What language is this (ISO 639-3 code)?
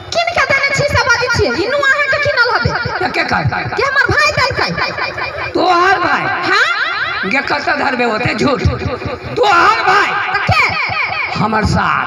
mai